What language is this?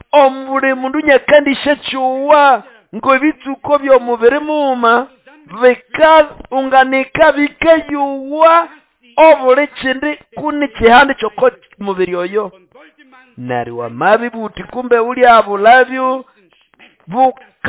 Nande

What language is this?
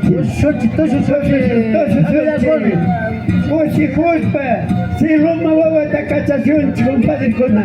Imbabura Highland Quichua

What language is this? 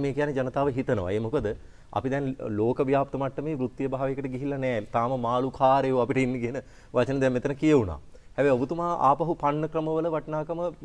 Sinhala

